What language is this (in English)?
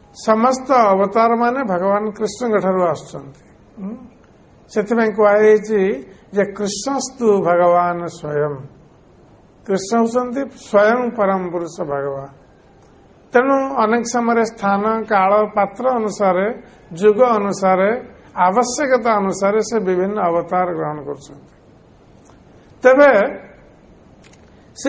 Odia